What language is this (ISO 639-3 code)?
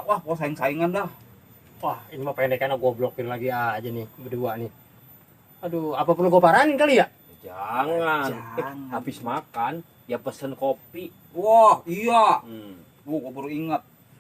bew